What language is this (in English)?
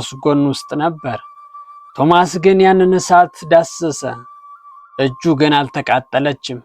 Amharic